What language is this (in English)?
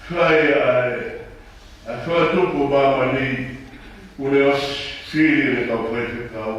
Tongan